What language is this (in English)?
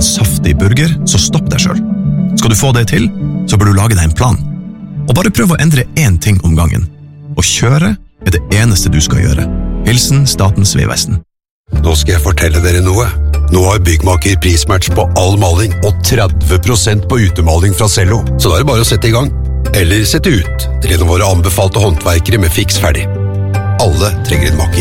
Norwegian